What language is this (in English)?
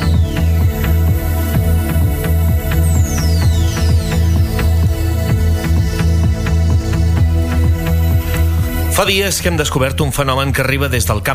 Catalan